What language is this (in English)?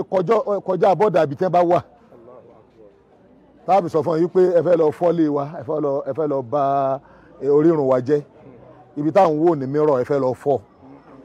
Yoruba